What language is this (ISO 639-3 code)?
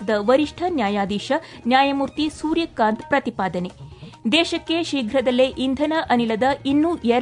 kan